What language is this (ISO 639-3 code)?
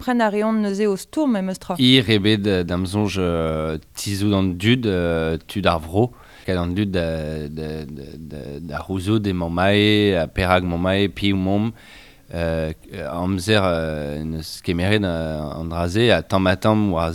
bre